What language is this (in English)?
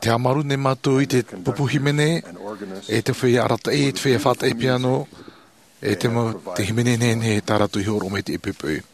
Tahitian